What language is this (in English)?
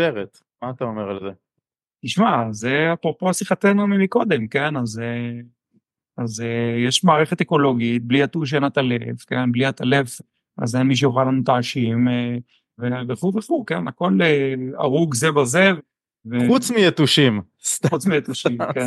Hebrew